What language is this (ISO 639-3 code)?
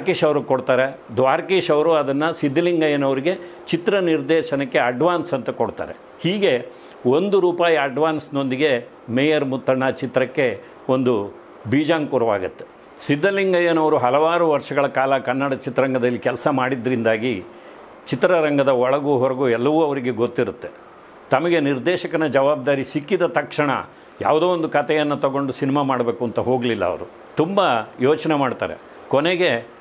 kan